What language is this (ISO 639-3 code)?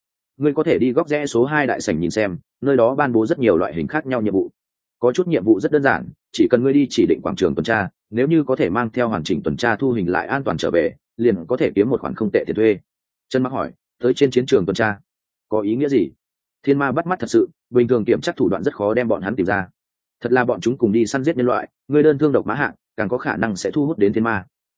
vie